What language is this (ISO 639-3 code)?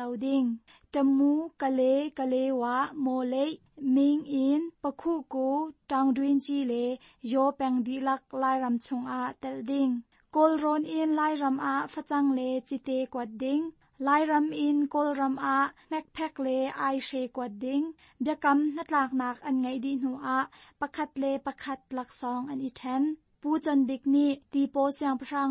cnh